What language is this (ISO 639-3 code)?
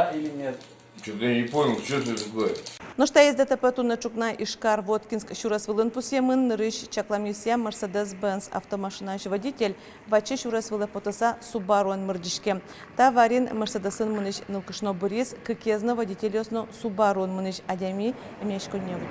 udm